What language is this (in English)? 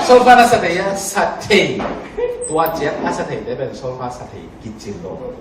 Tedim Chin